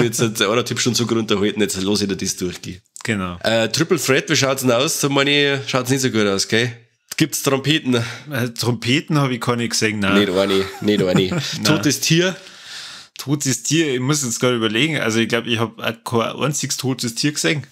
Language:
Bavarian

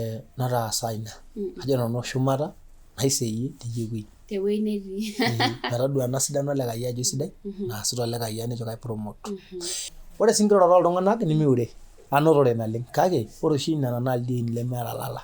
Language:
Masai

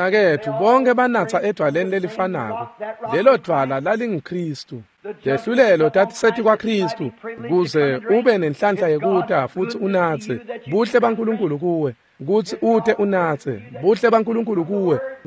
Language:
Swati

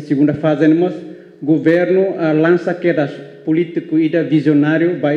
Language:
Tetum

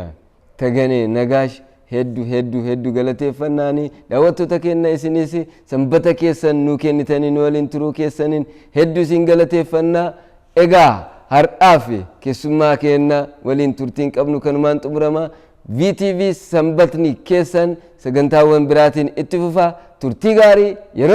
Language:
Oromo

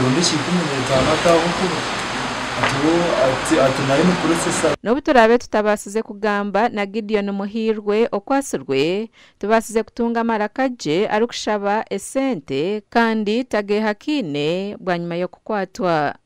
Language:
Nyankole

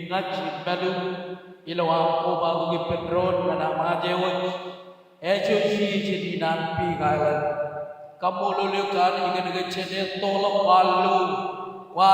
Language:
Marshallese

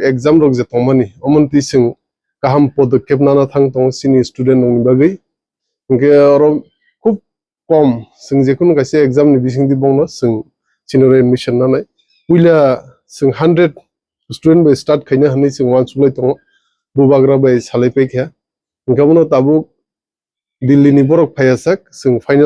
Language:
Kok Borok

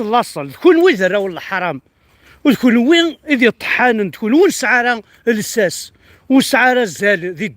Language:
Kabyle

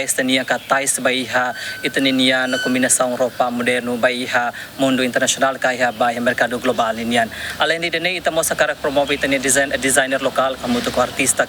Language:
Tetum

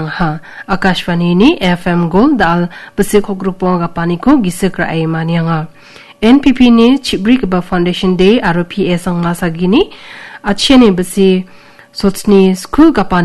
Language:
Garo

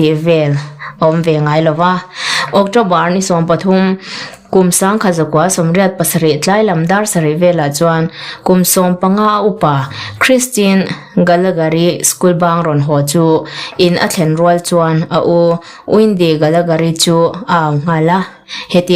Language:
Mizo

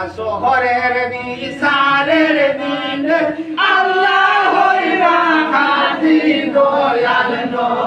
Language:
Bangla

